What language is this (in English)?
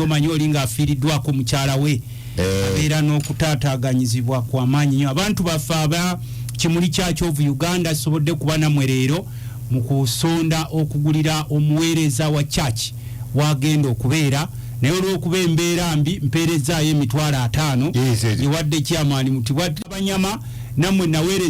Ganda